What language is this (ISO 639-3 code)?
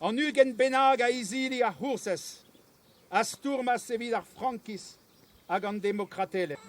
bre